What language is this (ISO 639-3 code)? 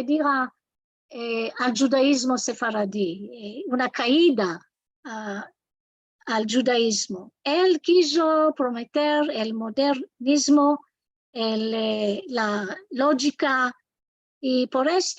lad